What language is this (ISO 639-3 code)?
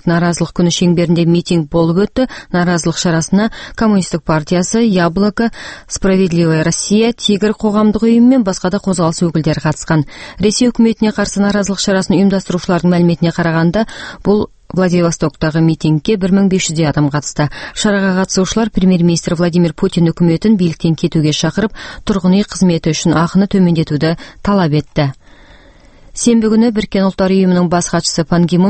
kaz